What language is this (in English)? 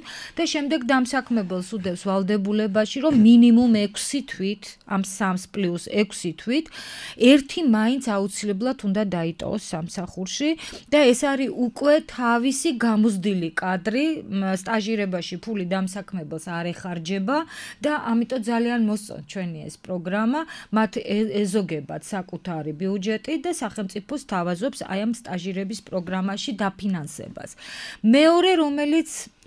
Georgian